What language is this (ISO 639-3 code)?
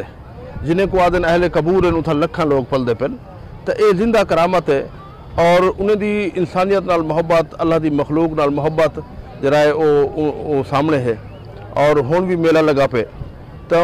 skr